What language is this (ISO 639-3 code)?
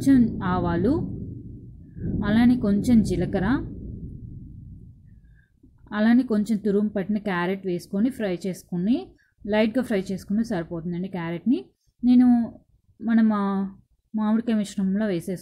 tel